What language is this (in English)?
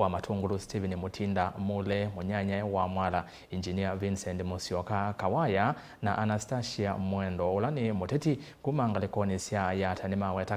Kamba